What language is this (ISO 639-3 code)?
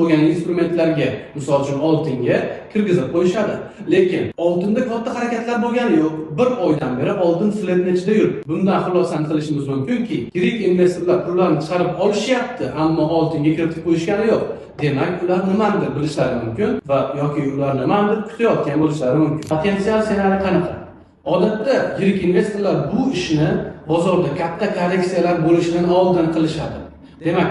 uzb